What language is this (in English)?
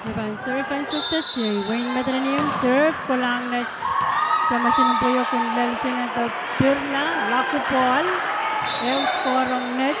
Pohnpeian